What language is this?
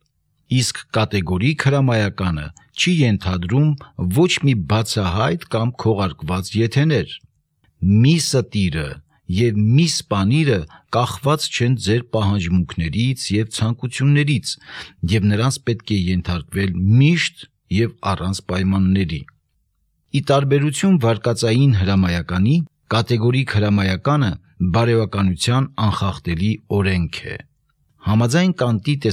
Armenian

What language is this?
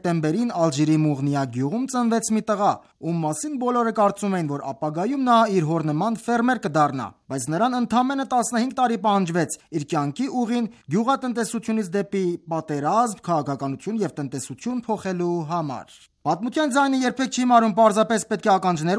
Armenian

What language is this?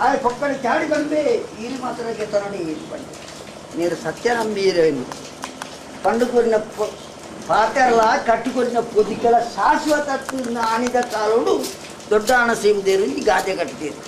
Tulu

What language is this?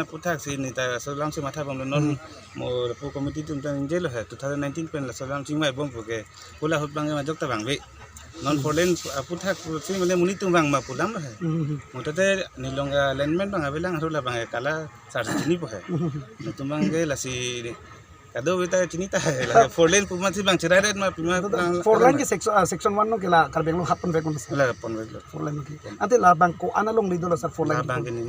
Karbi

